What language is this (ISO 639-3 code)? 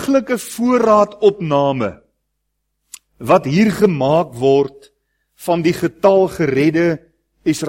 afr